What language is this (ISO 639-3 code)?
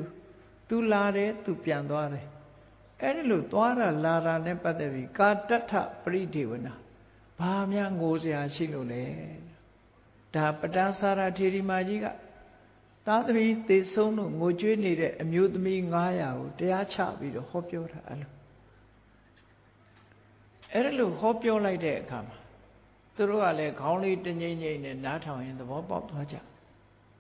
mya